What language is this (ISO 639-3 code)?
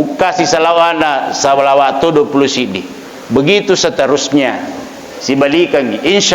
bug